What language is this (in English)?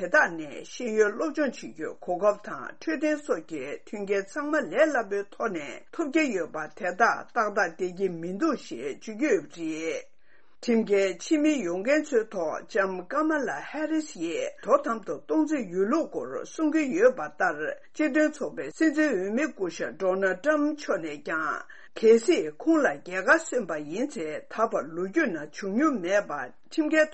Tibetan